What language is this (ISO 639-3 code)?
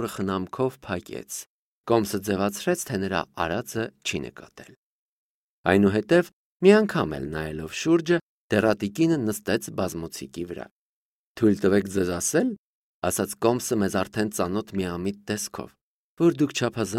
hye